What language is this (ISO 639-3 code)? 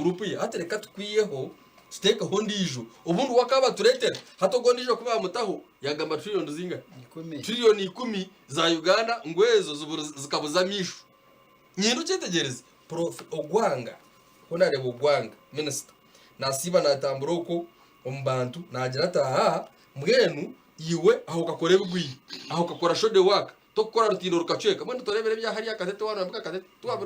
nyn